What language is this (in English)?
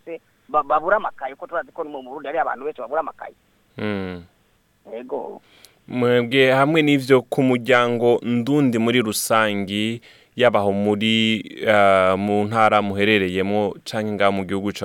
Rundi